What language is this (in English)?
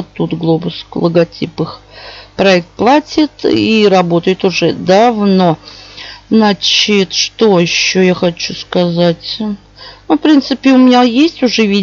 Russian